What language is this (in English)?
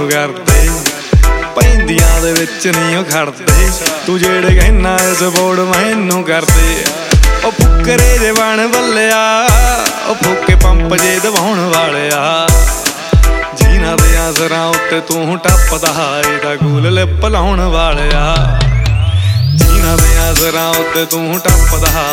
Punjabi